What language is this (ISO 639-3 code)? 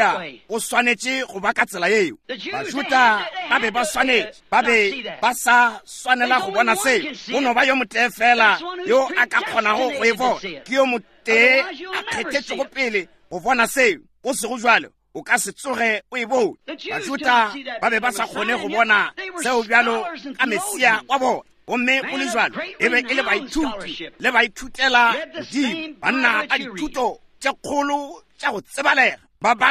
nso